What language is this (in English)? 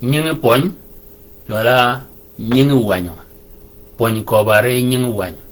Shilluk